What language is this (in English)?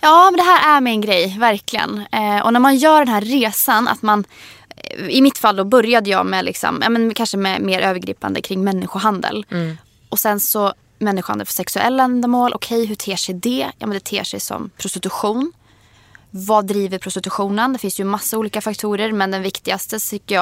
Swedish